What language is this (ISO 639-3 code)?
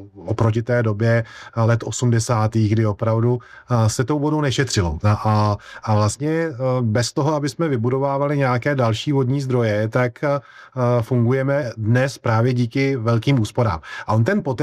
ces